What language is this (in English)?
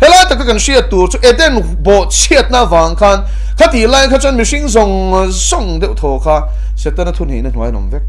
Mizo